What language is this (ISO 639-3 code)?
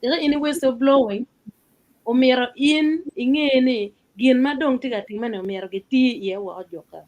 ach